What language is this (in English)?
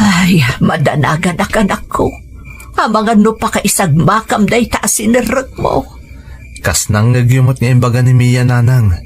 Iloko